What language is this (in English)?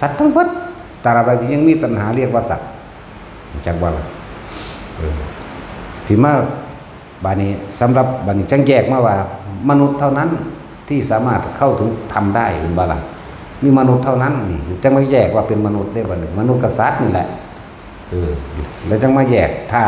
Northeastern Thai